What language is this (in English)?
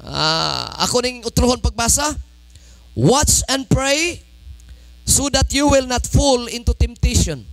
Cebuano